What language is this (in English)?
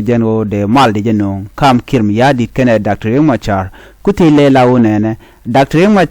Nuer